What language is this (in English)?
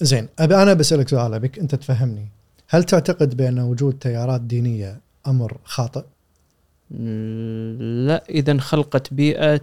Gulf Arabic